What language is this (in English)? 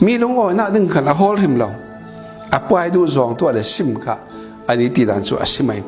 Falam Chin